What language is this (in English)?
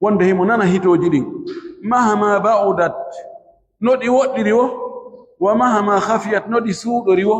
Fula